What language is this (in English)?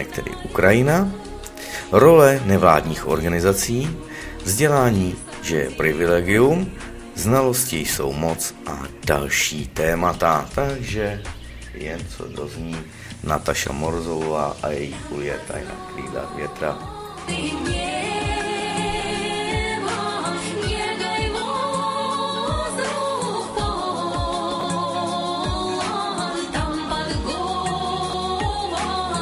Czech